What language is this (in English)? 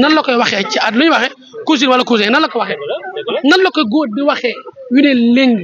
Wolof